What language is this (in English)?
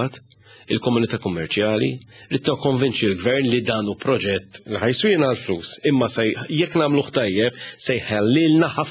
Maltese